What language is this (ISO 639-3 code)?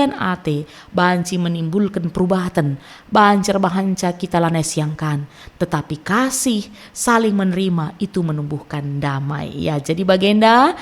btx